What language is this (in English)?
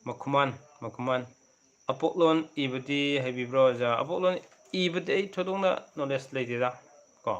Manipuri